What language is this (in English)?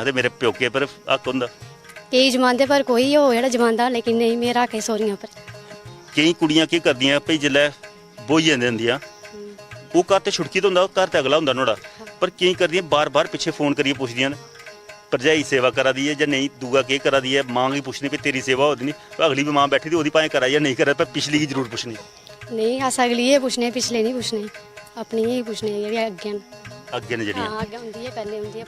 Dogri